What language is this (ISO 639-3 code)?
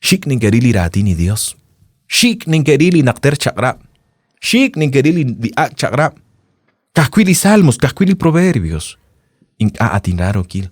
kek